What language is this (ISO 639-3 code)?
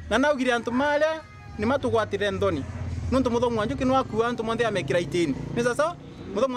mer